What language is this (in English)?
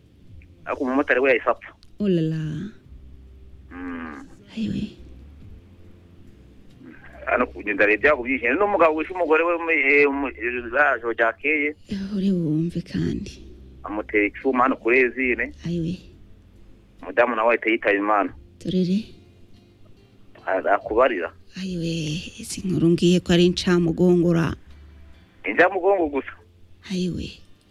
Kinyarwanda